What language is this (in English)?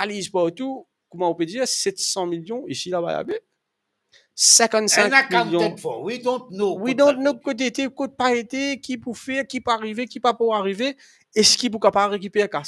Morisyen